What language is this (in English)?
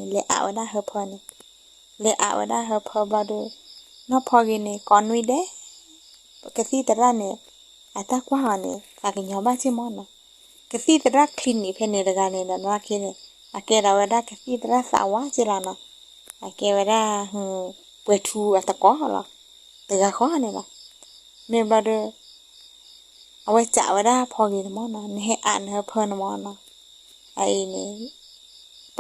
S'gaw Karen